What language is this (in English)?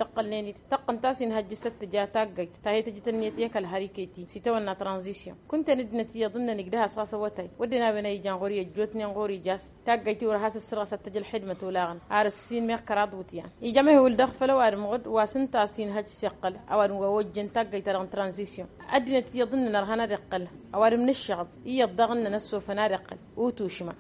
Tamasheq